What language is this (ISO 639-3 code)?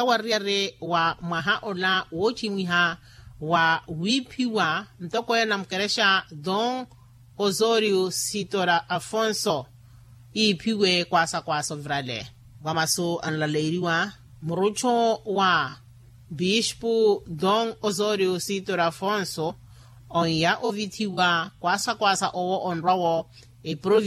vmw